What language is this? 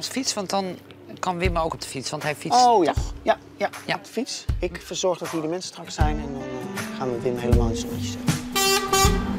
Dutch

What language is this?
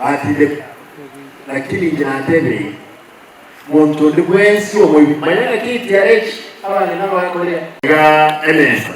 Gusii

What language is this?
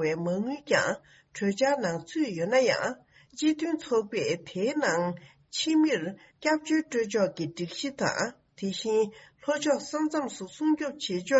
Tibetan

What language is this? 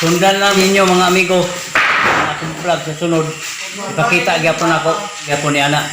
Cebuano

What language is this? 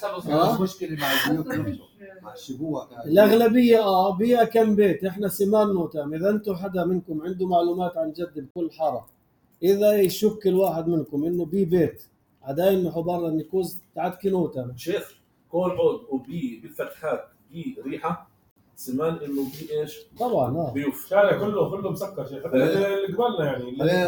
North Levantine Arabic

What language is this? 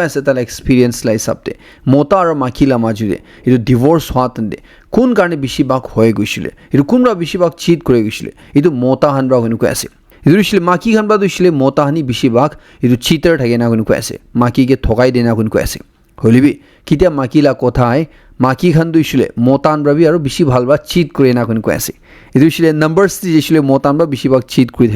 Naga Pidgin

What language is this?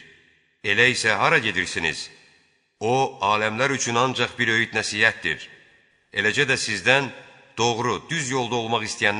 Azerbaijani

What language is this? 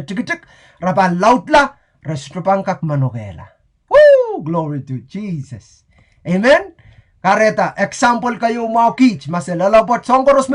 Pohnpeian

